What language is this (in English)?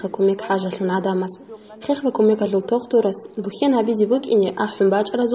Avaric